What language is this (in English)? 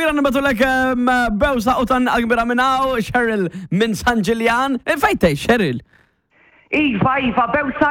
Maltese